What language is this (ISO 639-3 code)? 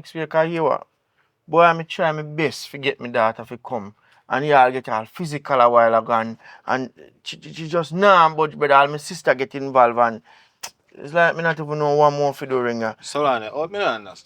jam